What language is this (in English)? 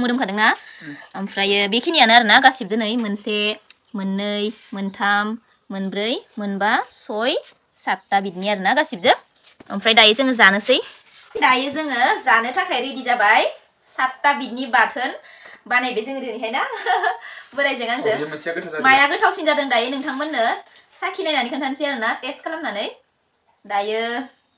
Bodo